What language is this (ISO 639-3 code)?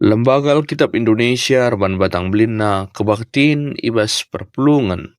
btx